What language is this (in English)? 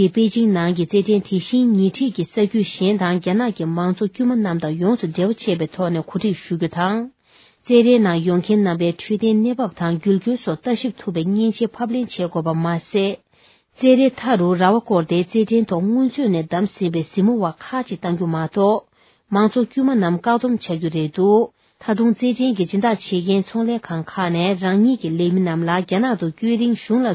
Tibetan